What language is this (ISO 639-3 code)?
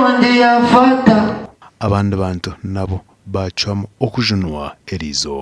nyn